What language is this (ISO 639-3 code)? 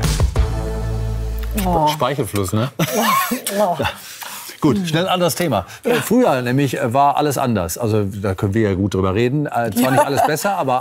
deu